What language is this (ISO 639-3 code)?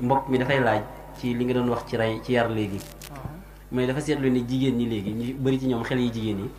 wol